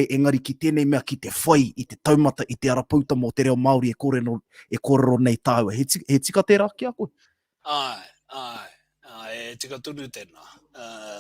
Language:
Māori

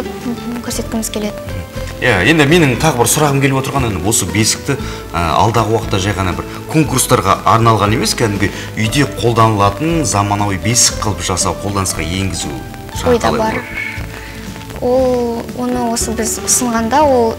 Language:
Kazakh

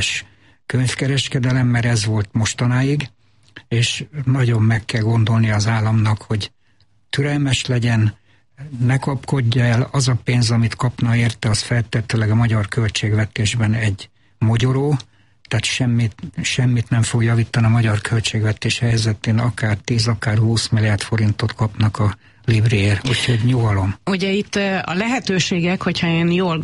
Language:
Hungarian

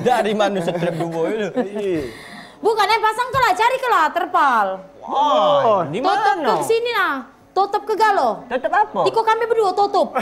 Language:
Musi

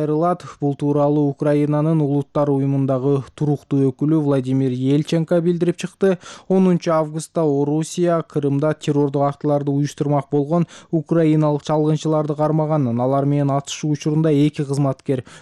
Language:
Kyrgyz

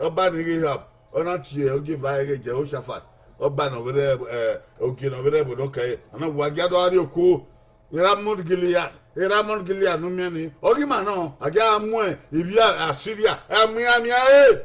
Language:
Bini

